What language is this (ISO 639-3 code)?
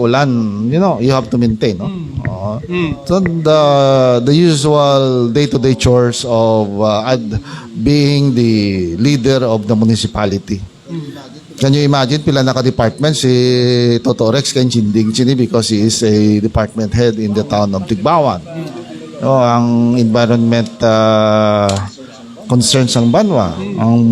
hil